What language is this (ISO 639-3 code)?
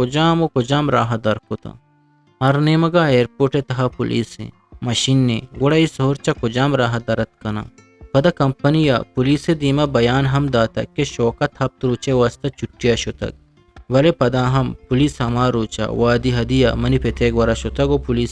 bgp